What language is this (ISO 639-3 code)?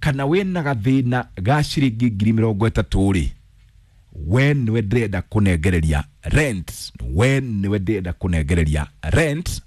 kik